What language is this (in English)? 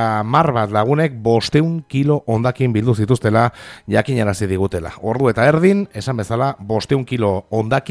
Basque